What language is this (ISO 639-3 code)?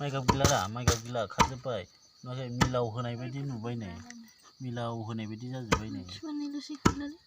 brx